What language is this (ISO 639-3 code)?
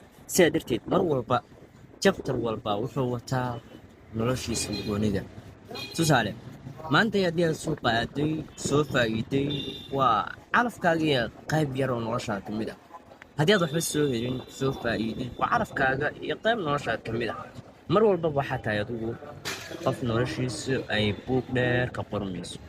som